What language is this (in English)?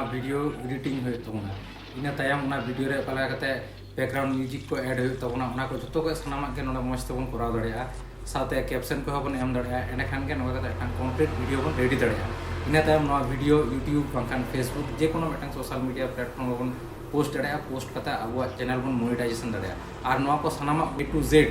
Santali